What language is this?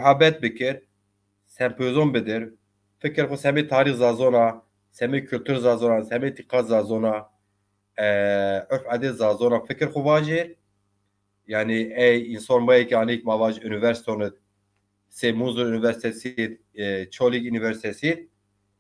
Zaza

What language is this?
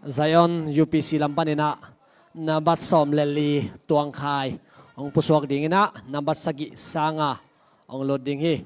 Tedim Chin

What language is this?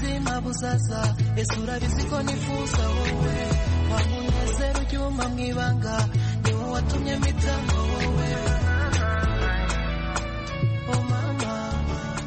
Kinyarwanda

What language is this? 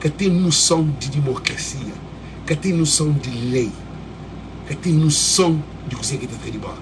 Kabuverdianu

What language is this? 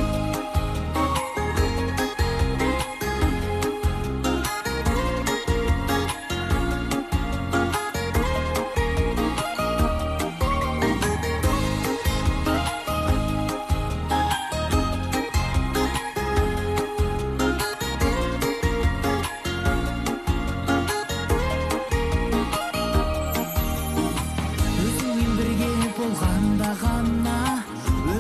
Kazakh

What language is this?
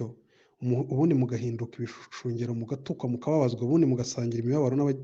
Kinyarwanda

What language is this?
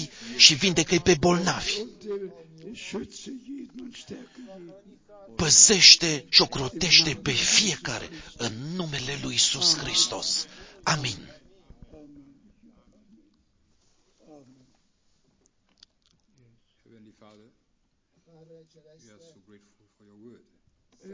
Romanian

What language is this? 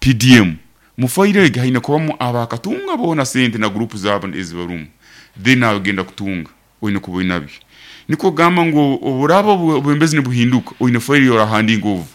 Nyankole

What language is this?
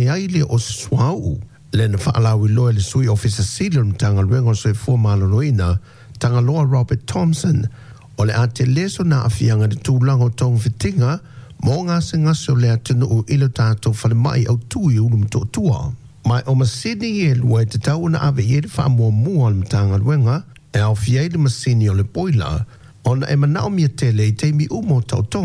Samoan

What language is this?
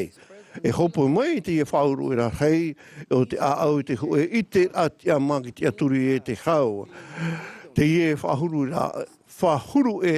Tahitian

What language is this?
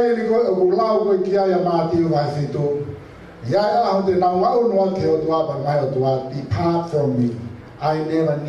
Tongan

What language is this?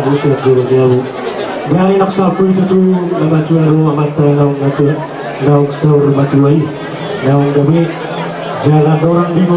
Batak Toba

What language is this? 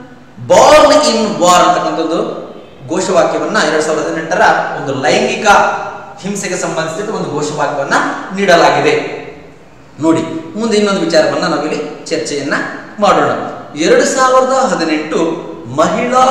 Kannada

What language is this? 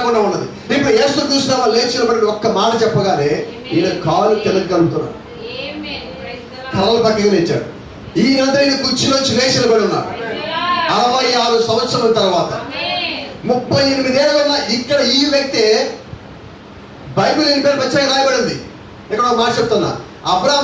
Telugu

